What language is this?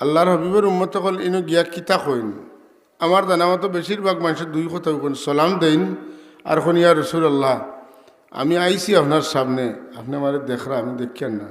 Sylheti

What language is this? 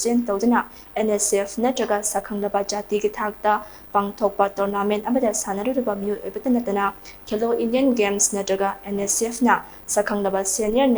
Manipuri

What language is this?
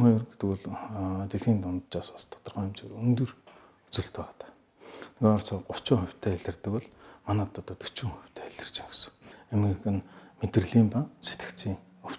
Mongolian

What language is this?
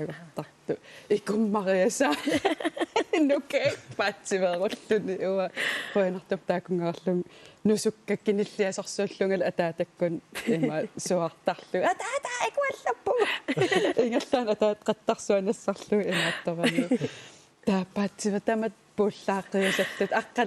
Kalaallisut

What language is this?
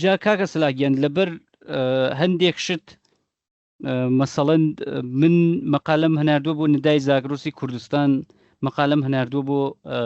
Central Kurdish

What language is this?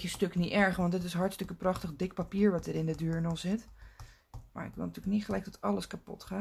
Dutch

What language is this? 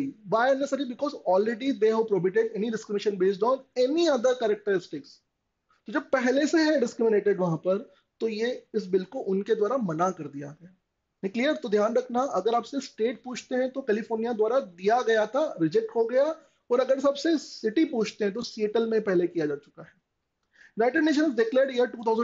Hindi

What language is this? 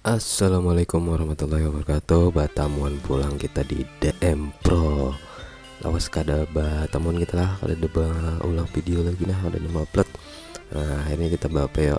Banjar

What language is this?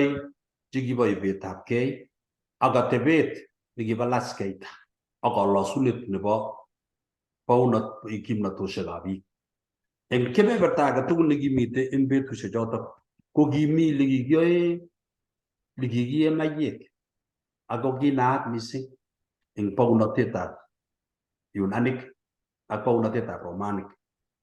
Kalenjin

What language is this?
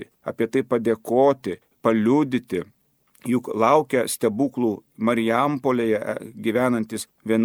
Lithuanian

